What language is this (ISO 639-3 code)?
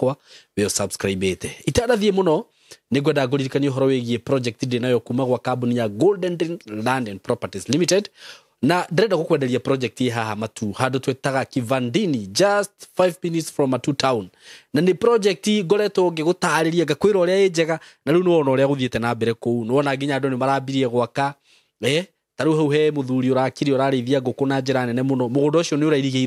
kik